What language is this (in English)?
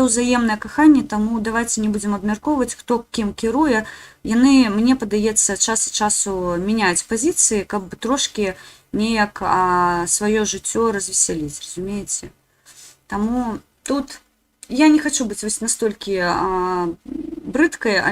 Belarusian